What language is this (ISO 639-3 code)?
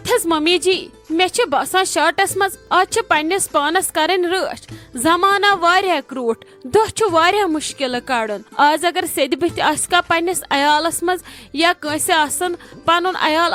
kas